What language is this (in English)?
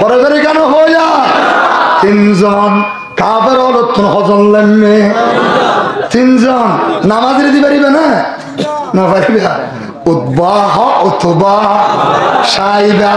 Rohingya